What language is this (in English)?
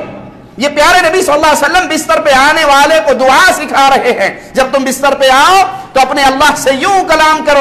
Urdu